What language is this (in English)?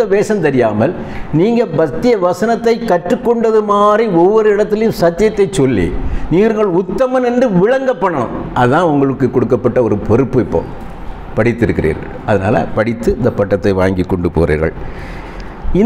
Tamil